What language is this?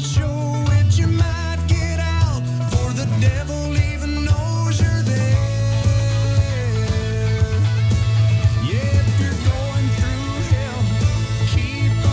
English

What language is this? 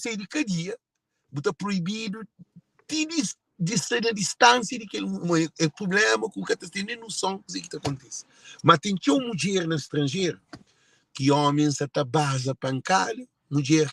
Kabuverdianu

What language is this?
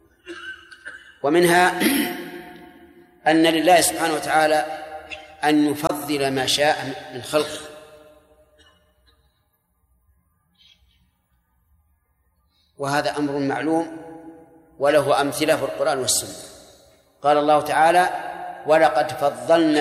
Arabic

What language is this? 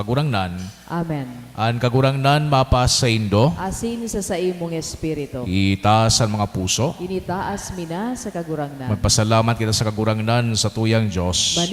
Bikol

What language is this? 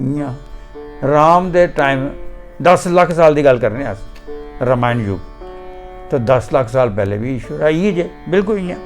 Dogri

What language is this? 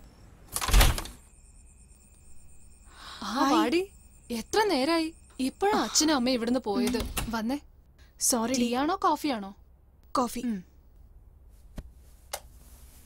Malayalam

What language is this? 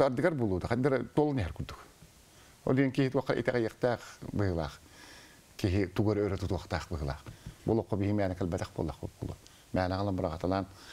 Tatar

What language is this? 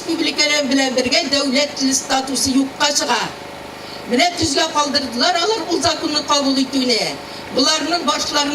Tatar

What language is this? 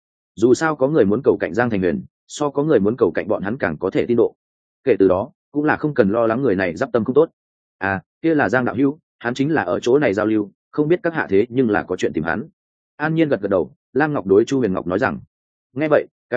Vietnamese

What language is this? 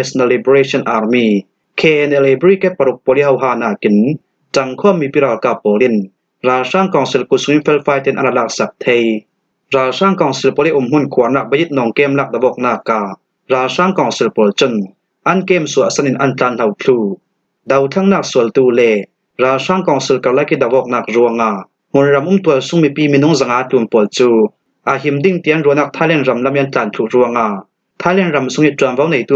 Falam Chin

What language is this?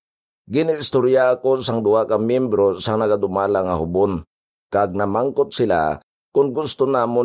Hiligaynon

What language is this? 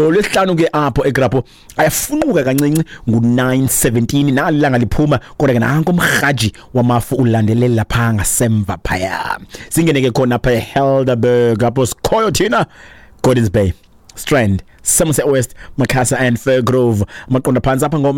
Xhosa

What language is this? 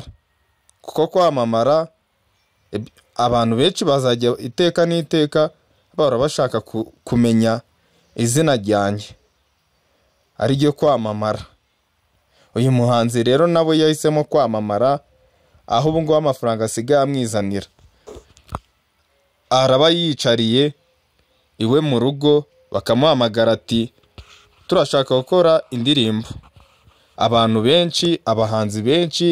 Kinyarwanda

